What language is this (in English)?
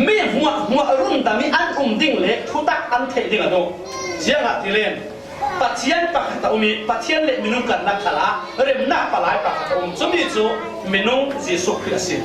Falam Chin